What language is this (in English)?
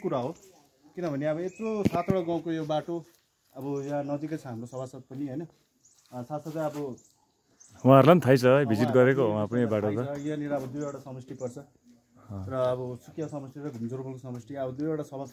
Nepali